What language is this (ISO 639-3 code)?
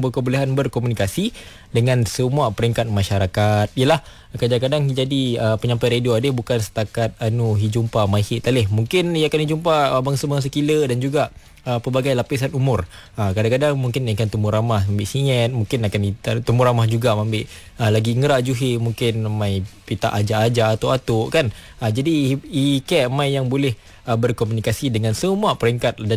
msa